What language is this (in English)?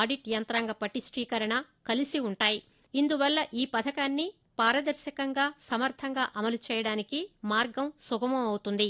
Telugu